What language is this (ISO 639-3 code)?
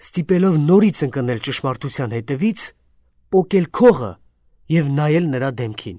hye